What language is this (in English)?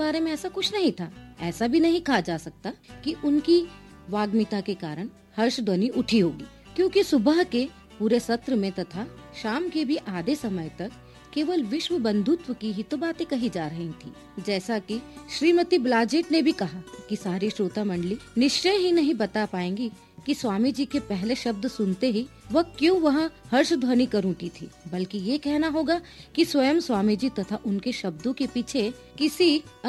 Hindi